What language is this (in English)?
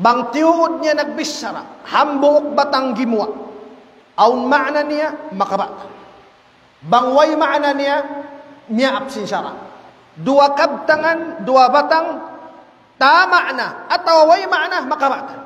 Tausug